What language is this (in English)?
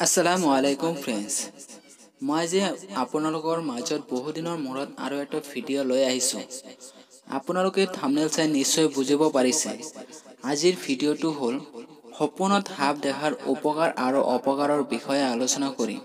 Assamese